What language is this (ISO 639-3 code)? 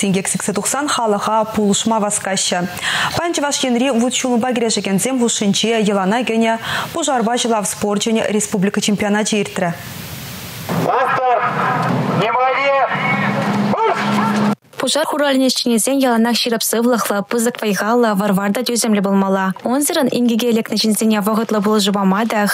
chv